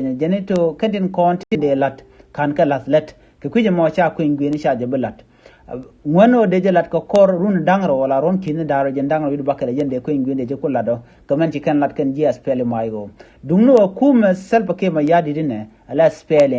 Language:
Nuer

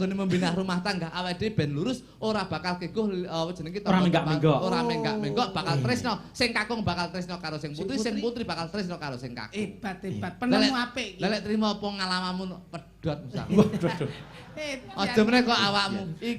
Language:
Javanese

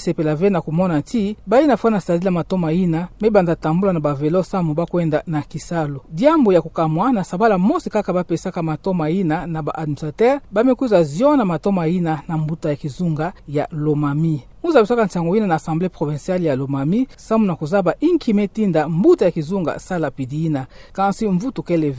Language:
Kituba (Democratic Republic of Congo)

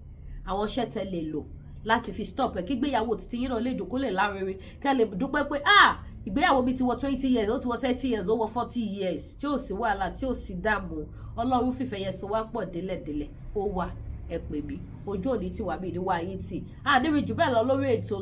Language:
Yoruba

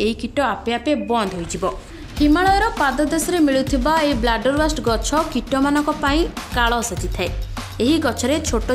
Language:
Odia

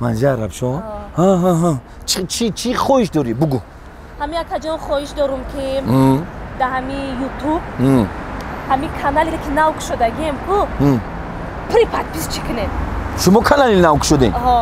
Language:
Tajik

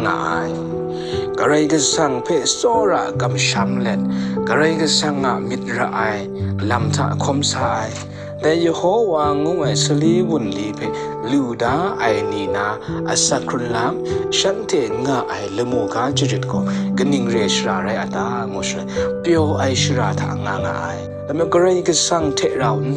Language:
Kachin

